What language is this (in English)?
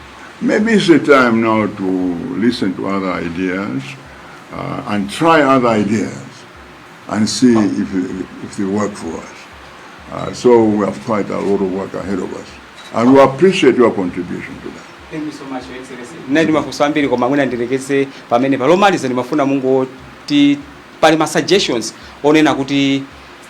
Nyanja